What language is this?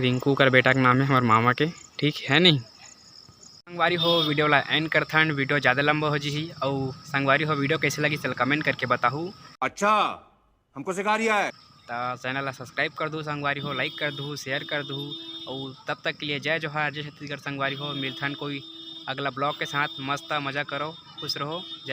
Chhattisgarhi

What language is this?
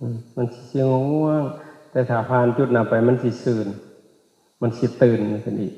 Lao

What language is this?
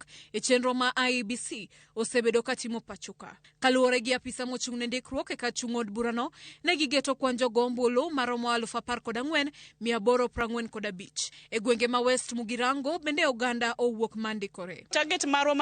Luo (Kenya and Tanzania)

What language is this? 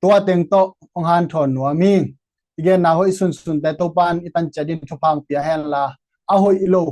Tedim Chin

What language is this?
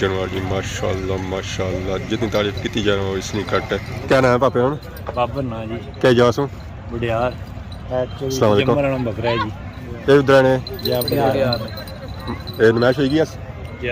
Pahari-Potwari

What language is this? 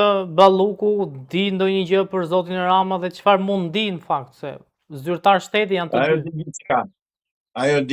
Albanian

